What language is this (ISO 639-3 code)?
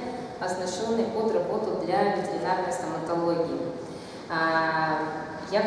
rus